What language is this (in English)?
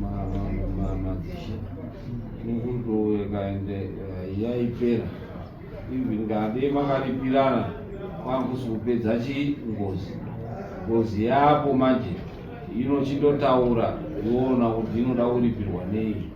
Shona